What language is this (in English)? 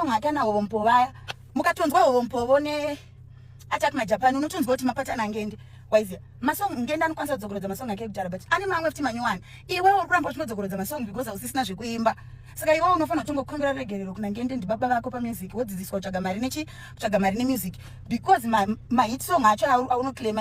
Shona